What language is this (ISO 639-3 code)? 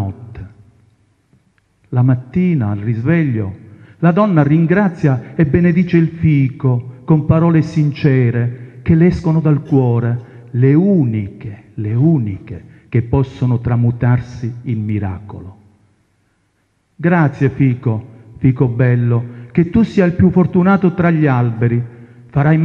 ita